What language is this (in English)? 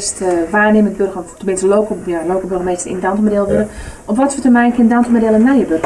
Western Frisian